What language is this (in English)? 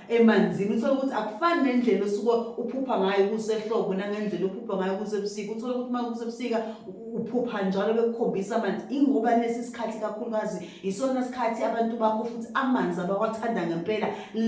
Zulu